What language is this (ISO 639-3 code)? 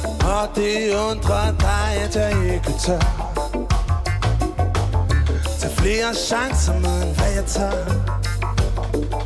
dan